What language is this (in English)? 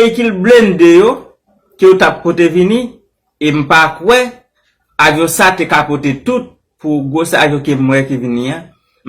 Haitian Creole